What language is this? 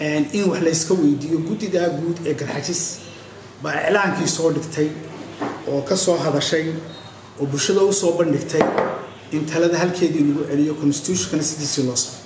Somali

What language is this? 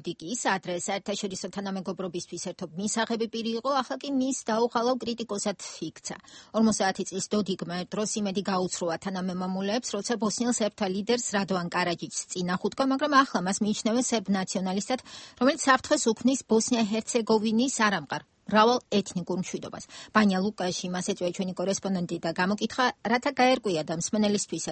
Georgian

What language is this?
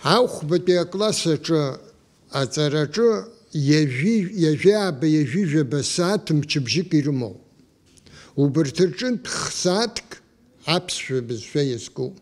Abkhazian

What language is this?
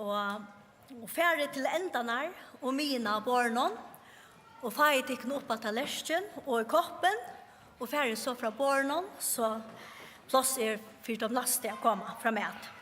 Faroese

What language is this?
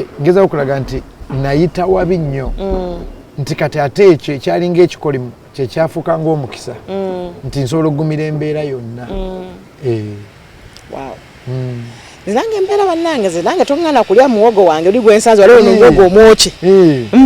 Ganda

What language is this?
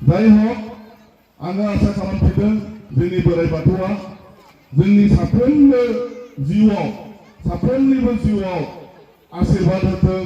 Bodo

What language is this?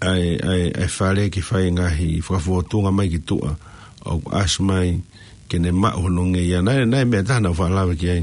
Tongan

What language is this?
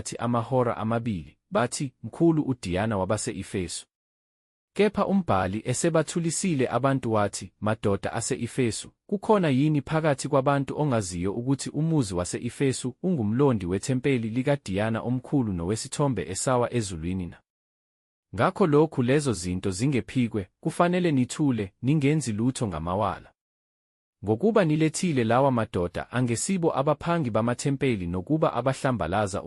Zulu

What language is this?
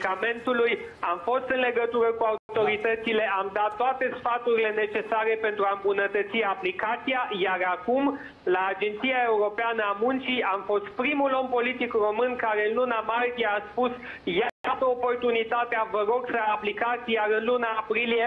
Romanian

